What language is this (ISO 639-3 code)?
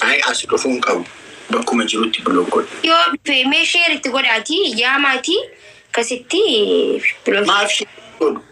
orm